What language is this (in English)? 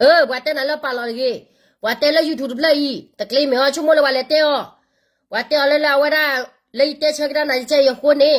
S'gaw Karen